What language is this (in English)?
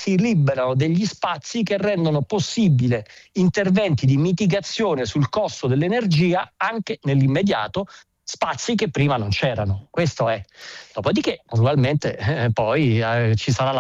Italian